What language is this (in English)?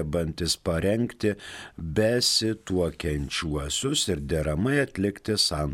Lithuanian